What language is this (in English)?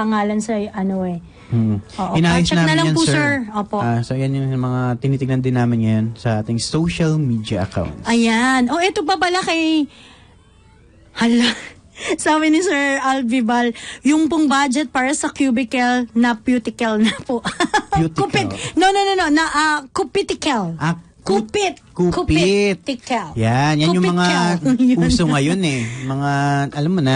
Filipino